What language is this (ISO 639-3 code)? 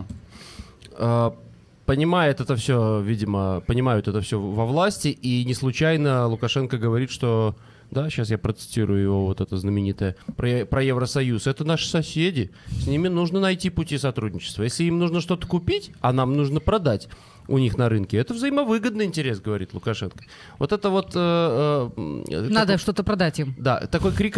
rus